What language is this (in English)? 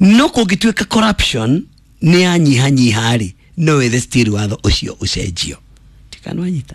Kikuyu